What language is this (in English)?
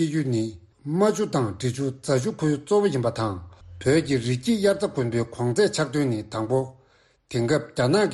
Tibetan